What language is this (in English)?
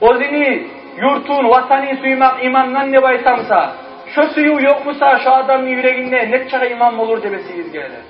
Kumyk